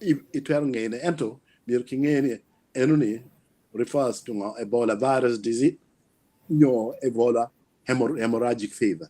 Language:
Acoli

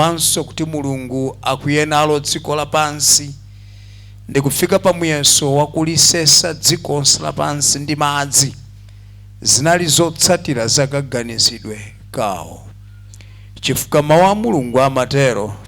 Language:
Nyanja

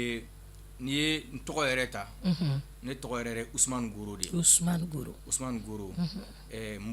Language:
Bambara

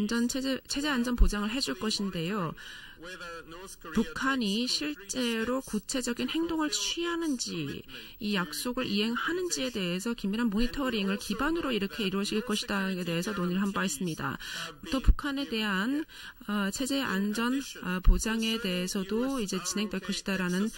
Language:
Korean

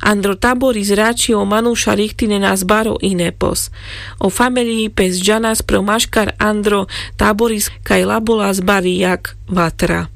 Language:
Carpathian Romani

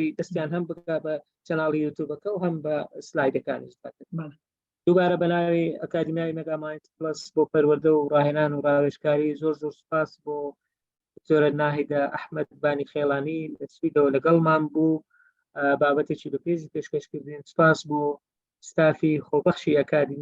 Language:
Central Kurdish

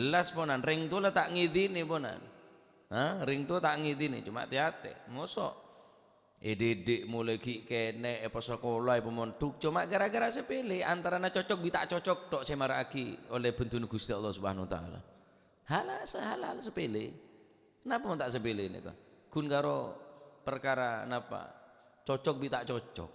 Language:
Madurese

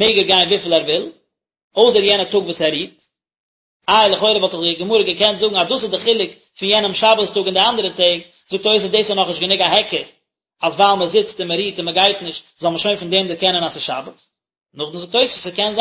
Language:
Yiddish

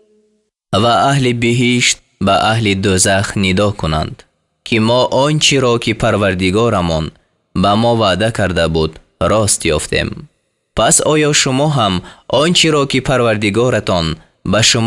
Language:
Tajik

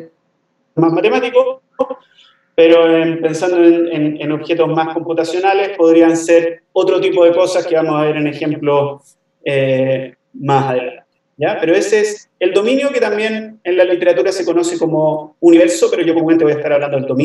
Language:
Spanish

